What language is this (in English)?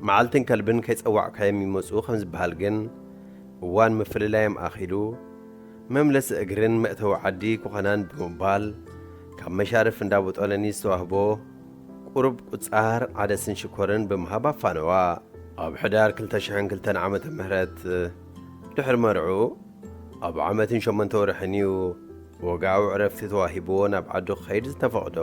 Tigrinya